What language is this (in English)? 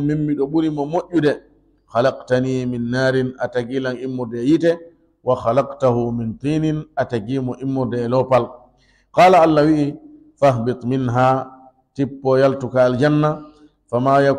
Fula